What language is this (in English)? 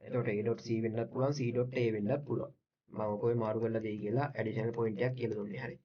Sinhala